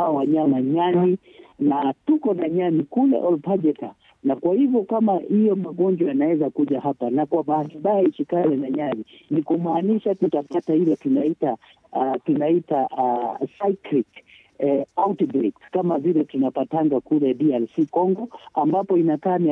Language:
Swahili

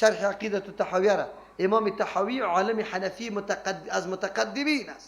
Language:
Persian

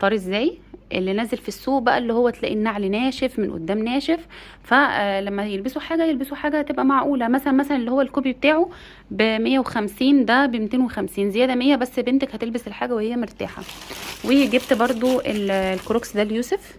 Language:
Egyptian Arabic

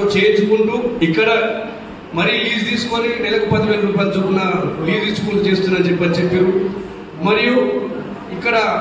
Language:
Telugu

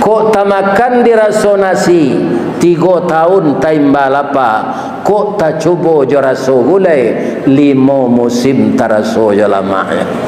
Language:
Minangkabau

